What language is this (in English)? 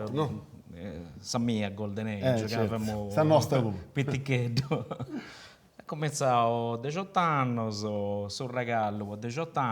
Sardinian